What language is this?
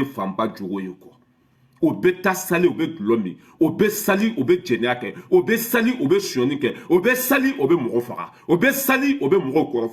Bambara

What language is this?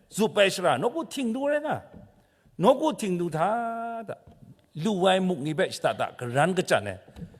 Kachin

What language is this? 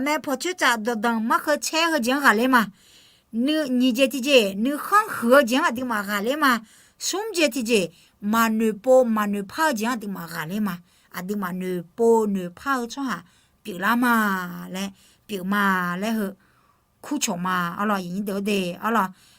Akha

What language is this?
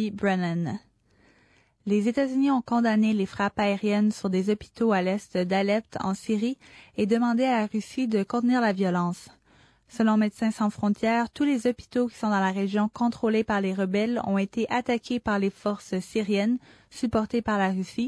French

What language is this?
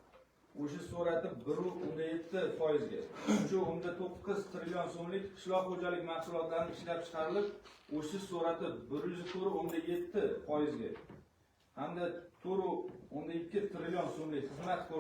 Uzbek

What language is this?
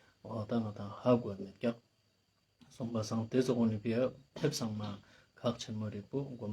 Ladakhi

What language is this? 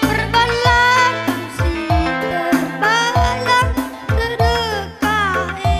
Batak Karo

